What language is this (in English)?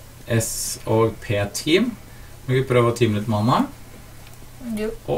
Norwegian